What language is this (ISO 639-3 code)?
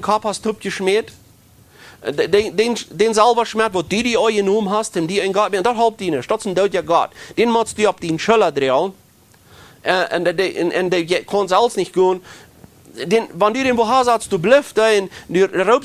pdt